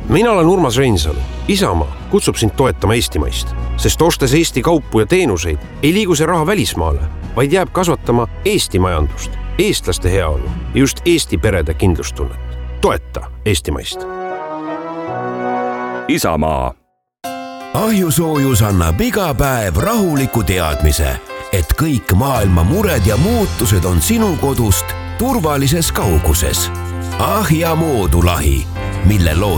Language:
Estonian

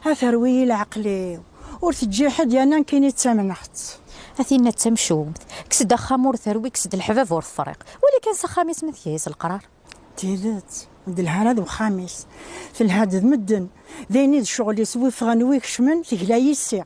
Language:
Kabyle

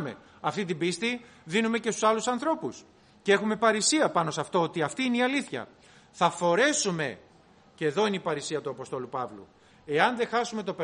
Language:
Greek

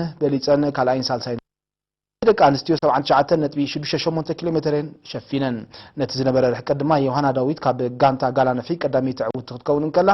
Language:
Tigrinya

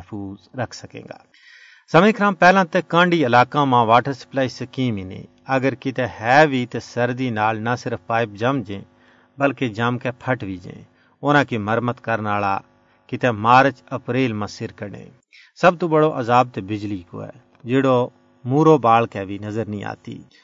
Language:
Gujari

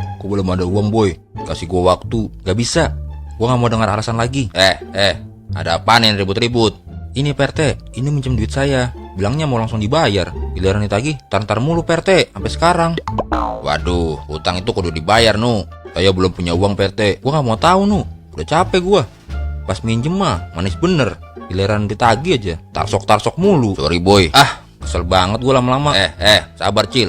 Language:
Betawi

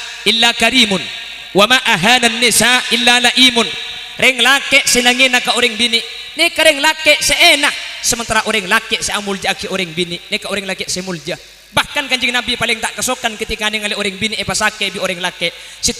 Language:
Madurese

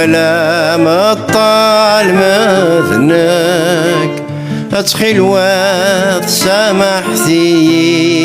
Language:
Kabyle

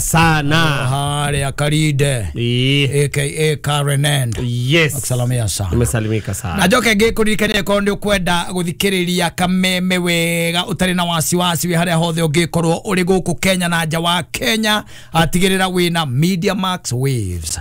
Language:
Kikuyu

